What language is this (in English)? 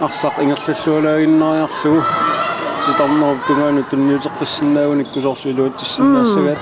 Kalaallisut